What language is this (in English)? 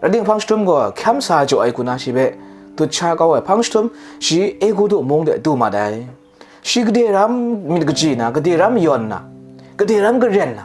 Kachin